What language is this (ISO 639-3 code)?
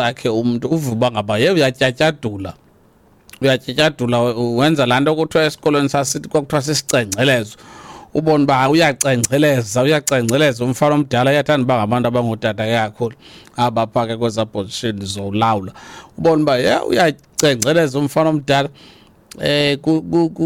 xho